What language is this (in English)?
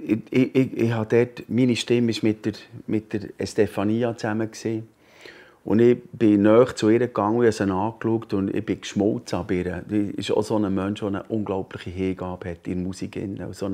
Swiss German